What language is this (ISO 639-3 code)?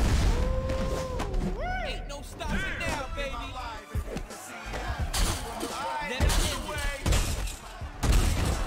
eng